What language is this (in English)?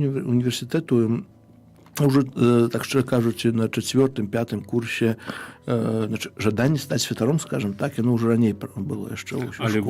Belarusian